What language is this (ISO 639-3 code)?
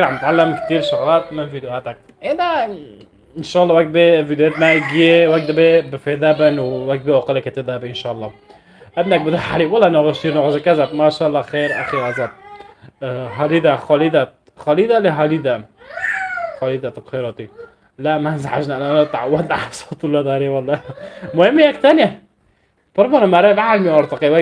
apc